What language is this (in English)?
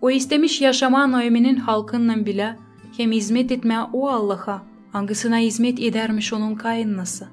Gagauz